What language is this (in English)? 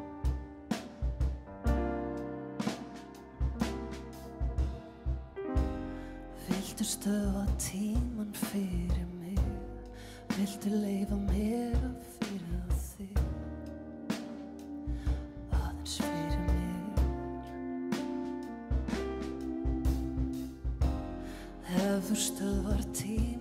Icelandic